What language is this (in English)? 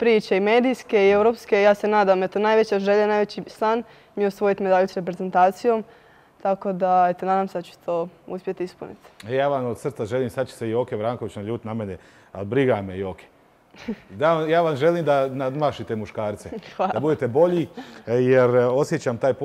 Croatian